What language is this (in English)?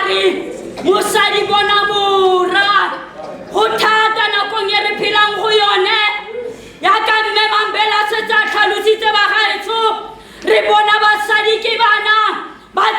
Tswana